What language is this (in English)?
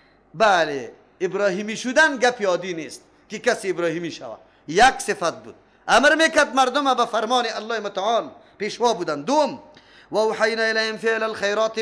Persian